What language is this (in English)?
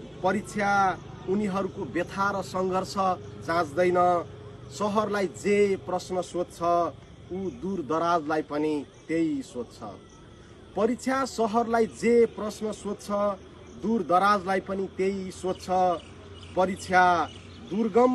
Nepali